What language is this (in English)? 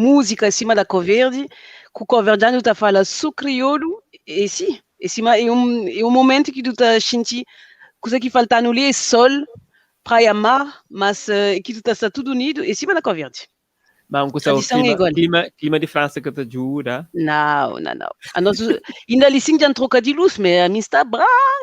Kabuverdianu